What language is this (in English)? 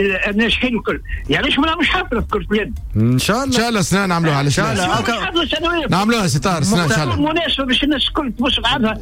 Tunisian Arabic